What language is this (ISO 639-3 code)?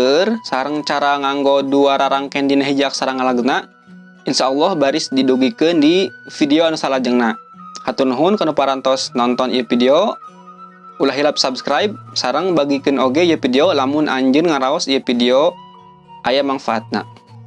sun